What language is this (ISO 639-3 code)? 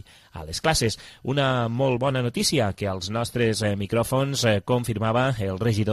cat